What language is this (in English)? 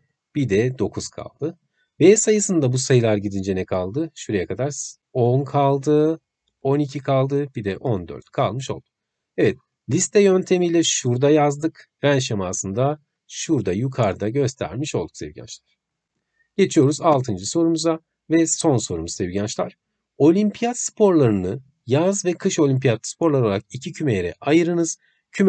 Turkish